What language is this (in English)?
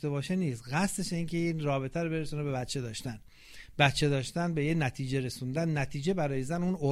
Persian